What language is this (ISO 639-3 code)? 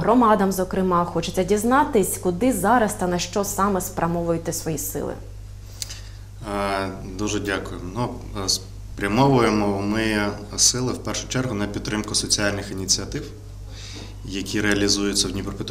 ukr